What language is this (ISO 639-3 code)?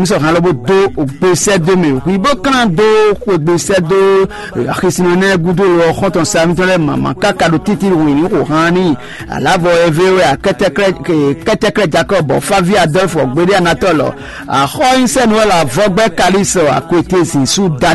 fon